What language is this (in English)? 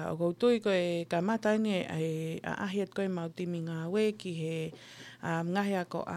Tongan